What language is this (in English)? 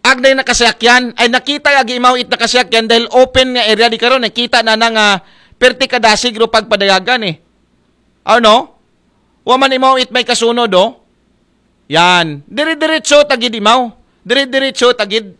Aklanon